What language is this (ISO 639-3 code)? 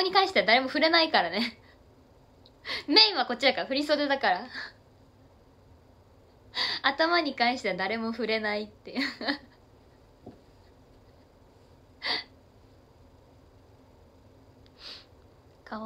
jpn